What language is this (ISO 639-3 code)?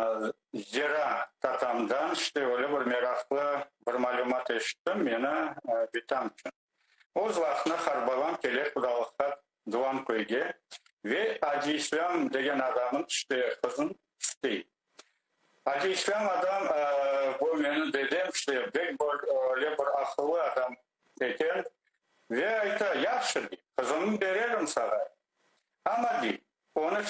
crh